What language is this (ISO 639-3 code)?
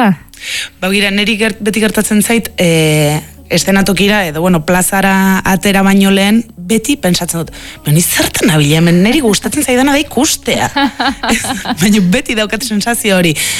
eus